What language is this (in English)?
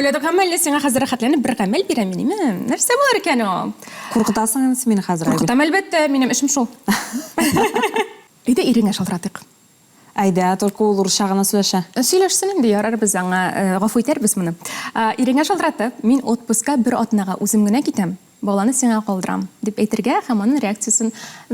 Tatar